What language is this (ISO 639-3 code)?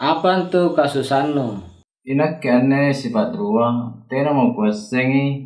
mak